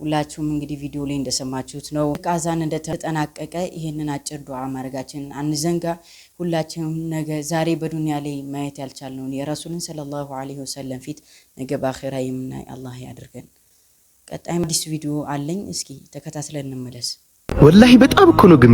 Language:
Amharic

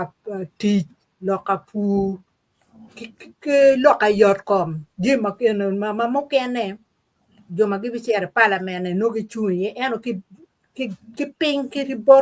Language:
Acoli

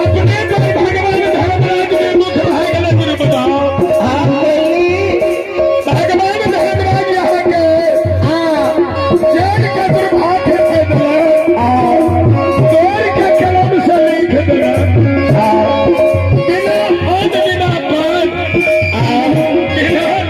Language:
Maithili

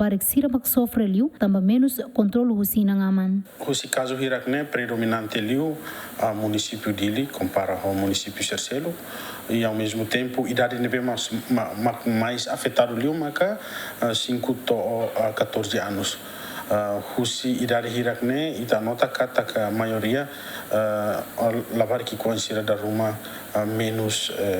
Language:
Tetum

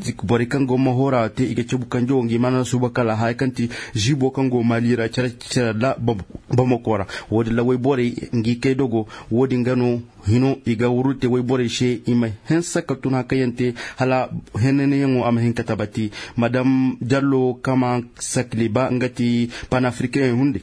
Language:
Zarma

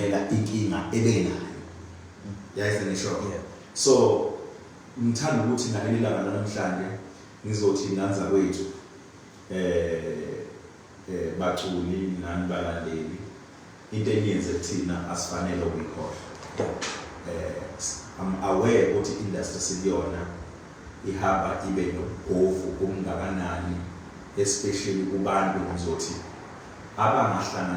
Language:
Zulu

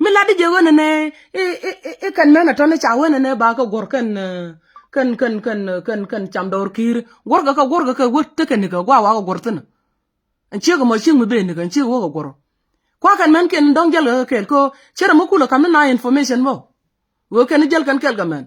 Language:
Nuer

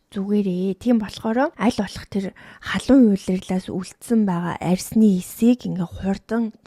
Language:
Mongolian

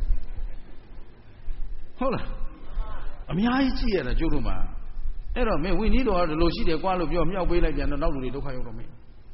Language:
Burmese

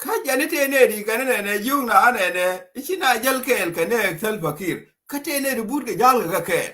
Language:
Nuer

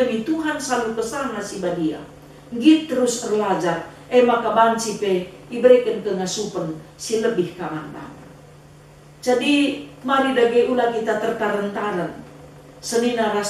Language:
Batak Karo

